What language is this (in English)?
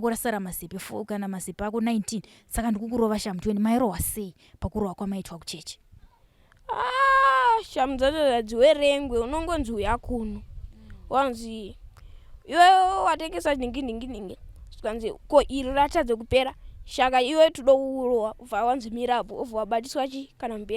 Shona